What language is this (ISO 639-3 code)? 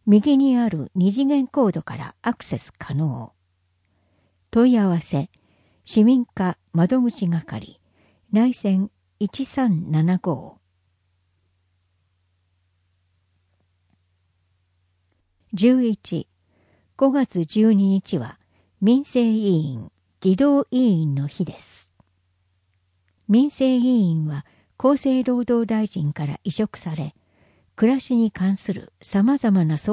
jpn